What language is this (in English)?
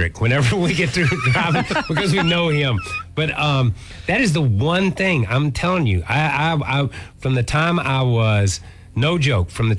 English